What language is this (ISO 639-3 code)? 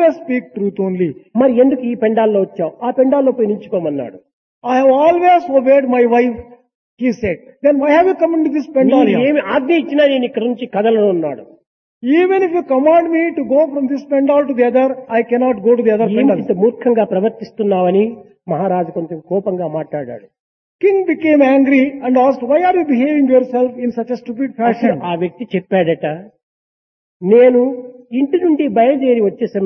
tel